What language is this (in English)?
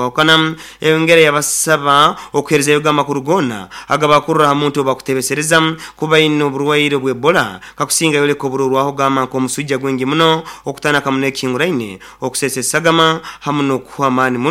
Nyoro